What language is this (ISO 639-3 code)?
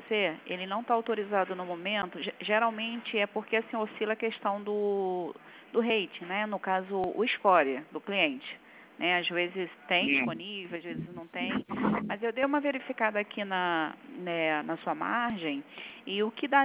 por